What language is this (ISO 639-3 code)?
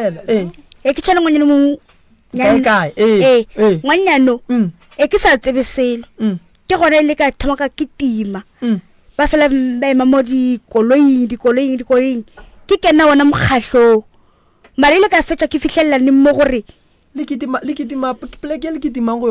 nso